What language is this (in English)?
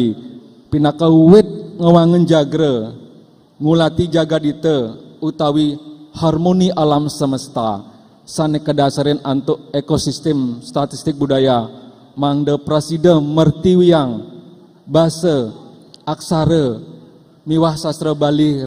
Balinese